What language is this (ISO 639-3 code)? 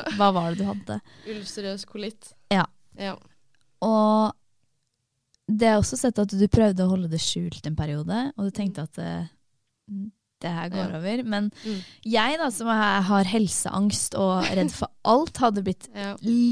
nor